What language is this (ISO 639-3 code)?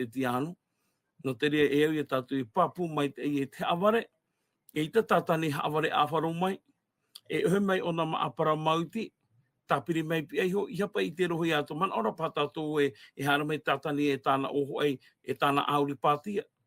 tah